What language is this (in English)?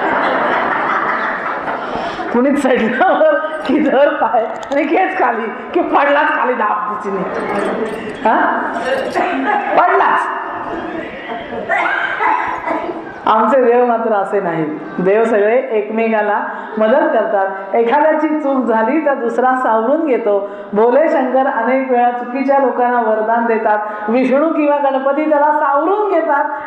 Marathi